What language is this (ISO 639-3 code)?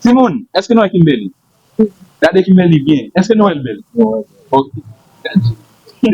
hat